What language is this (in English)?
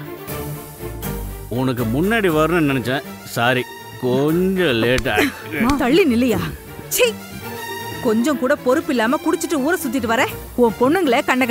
Tamil